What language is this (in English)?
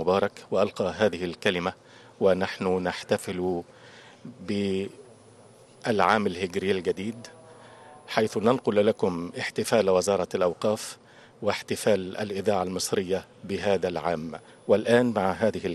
Arabic